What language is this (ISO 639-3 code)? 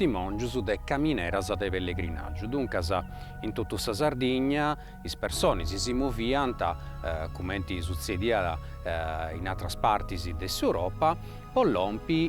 srd